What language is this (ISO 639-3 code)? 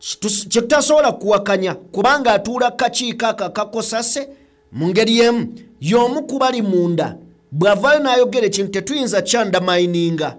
lug